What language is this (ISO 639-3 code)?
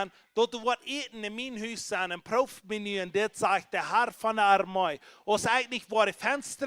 pdt